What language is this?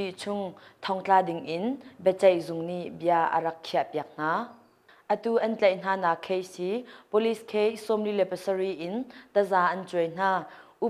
Hakha Chin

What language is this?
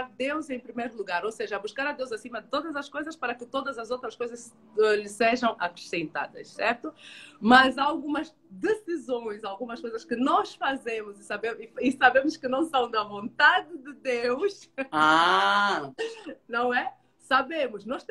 Portuguese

